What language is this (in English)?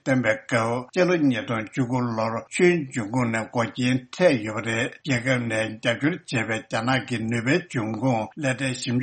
Tibetan